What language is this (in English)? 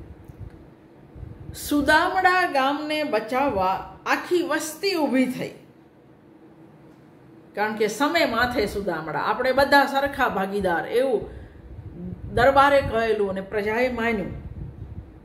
Gujarati